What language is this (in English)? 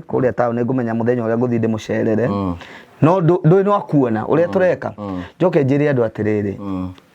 Kikuyu